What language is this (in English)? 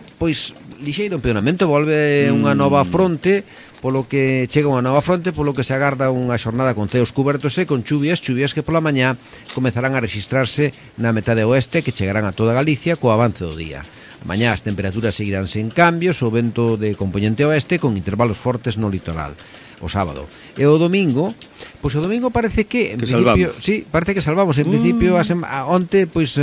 Galician